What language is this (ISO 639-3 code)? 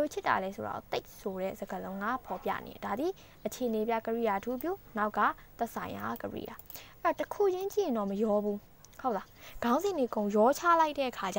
mya